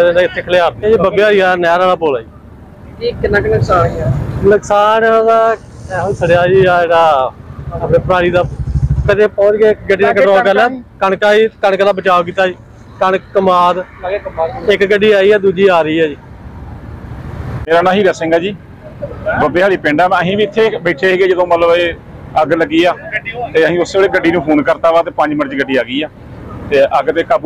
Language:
Punjabi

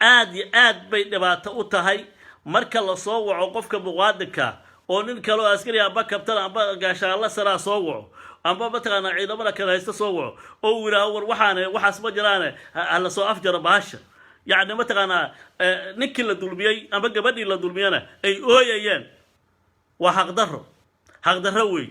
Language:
Somali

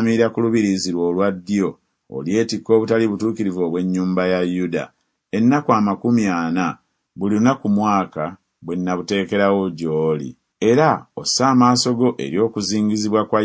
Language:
Ganda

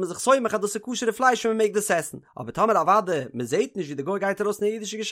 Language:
Yiddish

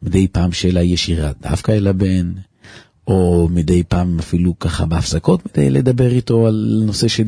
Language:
Hebrew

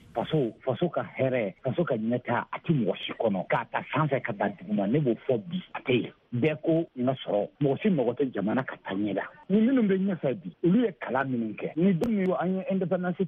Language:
Bambara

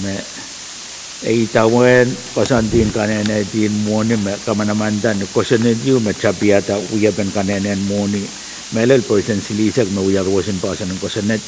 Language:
Pohnpeian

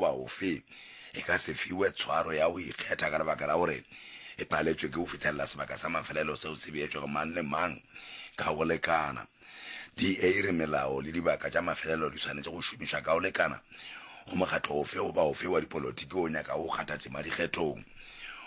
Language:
Northern Sotho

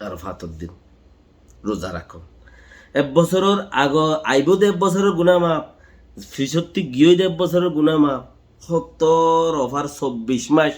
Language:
Rohingya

